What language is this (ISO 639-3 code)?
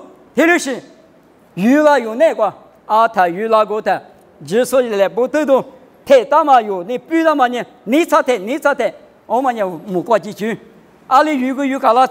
lis